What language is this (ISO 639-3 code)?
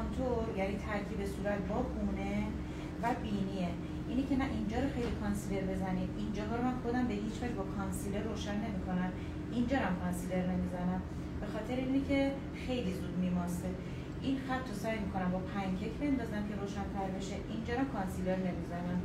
fas